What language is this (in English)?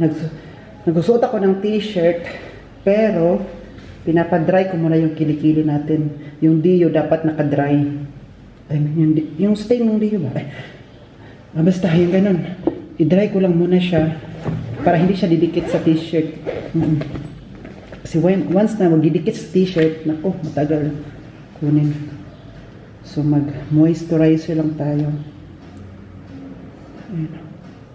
Filipino